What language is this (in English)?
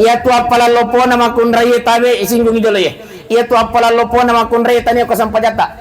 Buginese